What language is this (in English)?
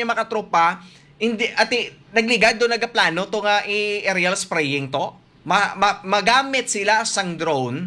Hiligaynon